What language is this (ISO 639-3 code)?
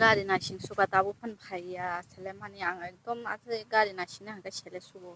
trp